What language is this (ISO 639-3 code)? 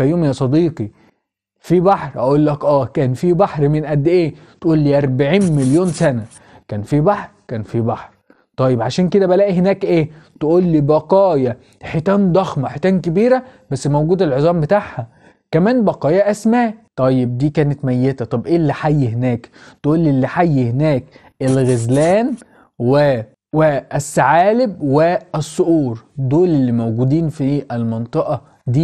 arz